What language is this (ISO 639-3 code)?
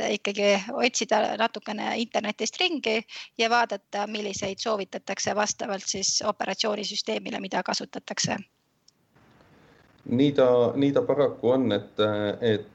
est